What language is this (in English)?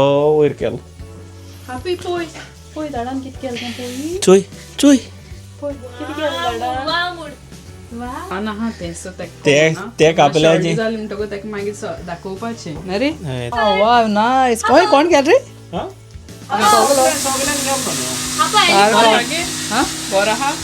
Konkani